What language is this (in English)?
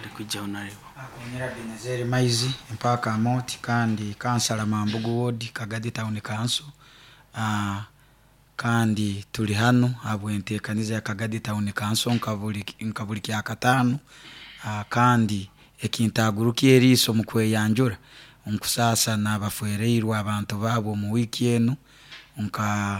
Nyoro